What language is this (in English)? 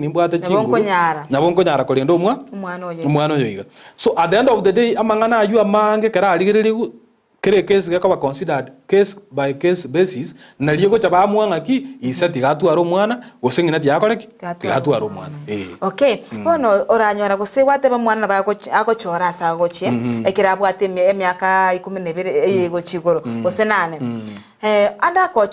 Gusii